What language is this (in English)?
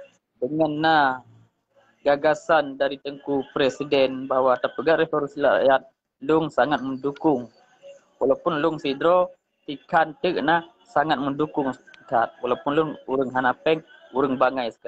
Achinese